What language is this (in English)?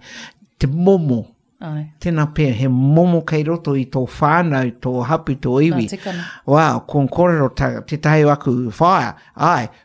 Māori